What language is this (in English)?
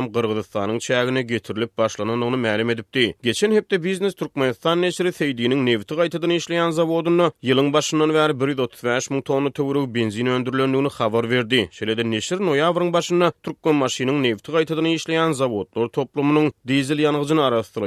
Turkmen